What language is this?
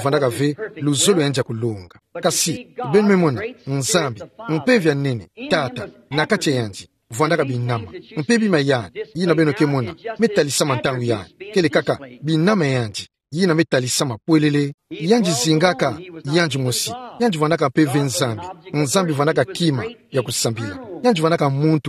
Kituba (Democratic Republic of Congo)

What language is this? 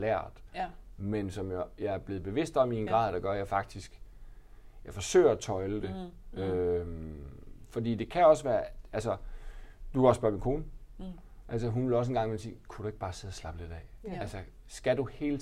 Danish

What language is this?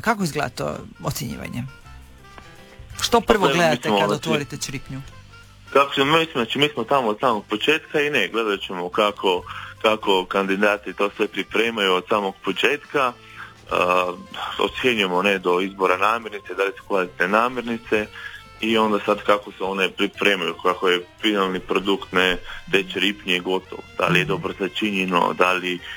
Croatian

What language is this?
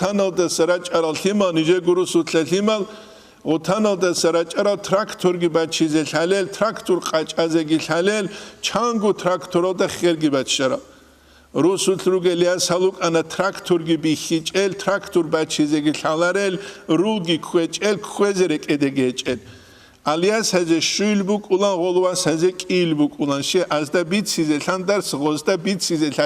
Avaric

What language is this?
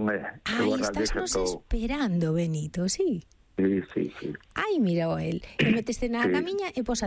Galician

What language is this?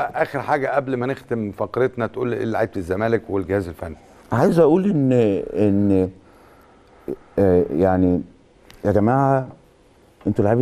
Egyptian Arabic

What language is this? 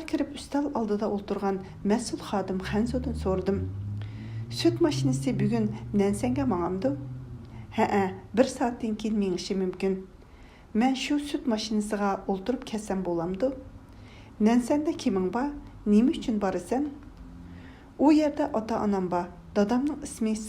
Uyghur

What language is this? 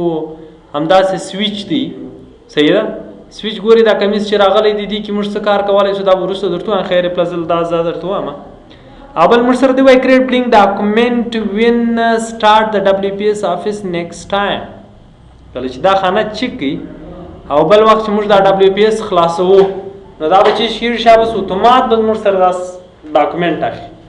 Pashto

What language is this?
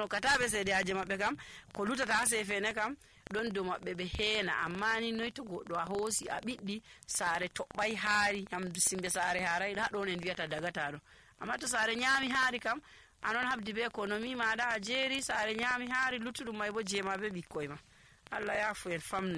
Nigerian Fulfulde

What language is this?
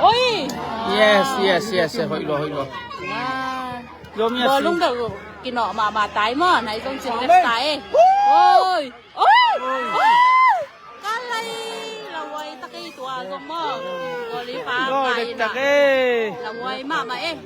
Tedim Chin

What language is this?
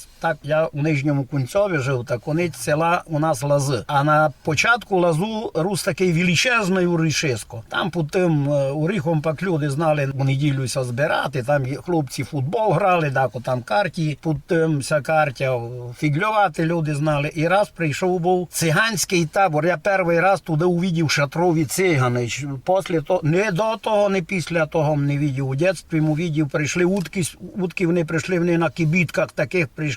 Rusyn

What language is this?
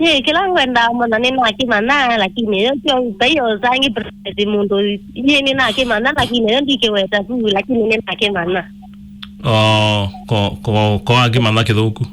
Kamba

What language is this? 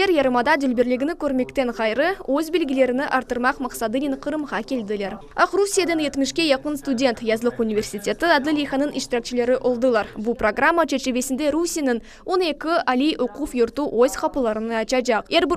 Crimean Tatar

